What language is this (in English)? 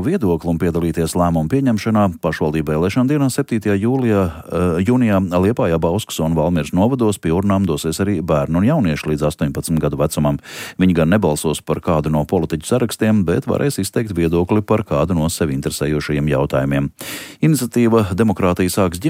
Latvian